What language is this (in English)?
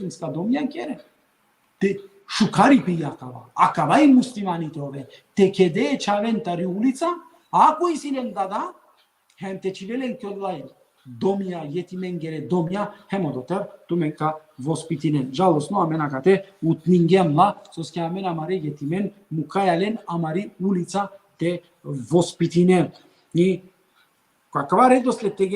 Balkan Romani